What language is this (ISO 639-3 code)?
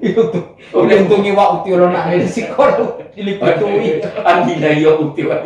gor